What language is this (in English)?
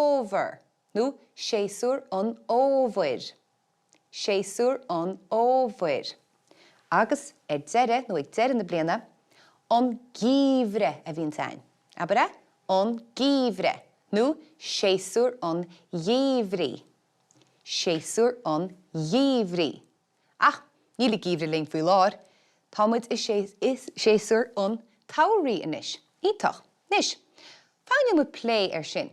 Irish